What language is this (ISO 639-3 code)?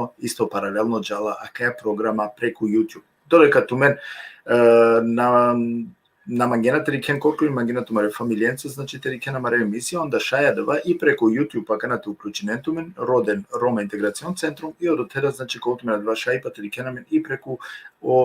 rmn